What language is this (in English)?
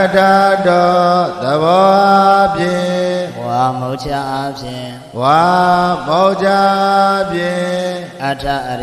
Burmese